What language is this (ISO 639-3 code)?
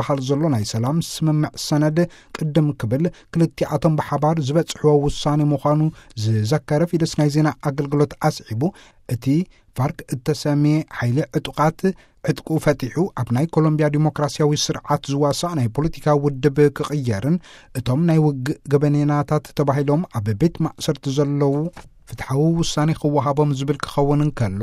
tir